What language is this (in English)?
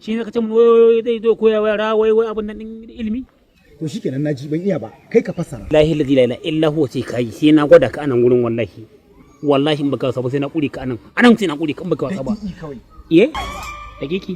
Hausa